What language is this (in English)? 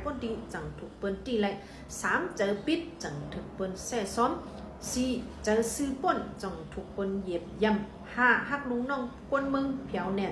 Shan